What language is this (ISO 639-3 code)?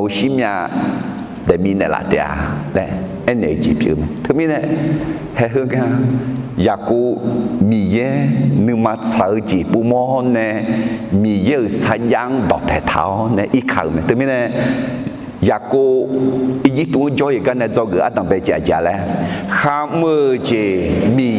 ahk